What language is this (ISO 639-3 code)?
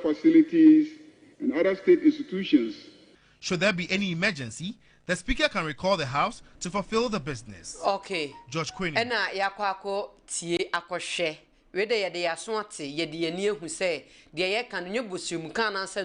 aka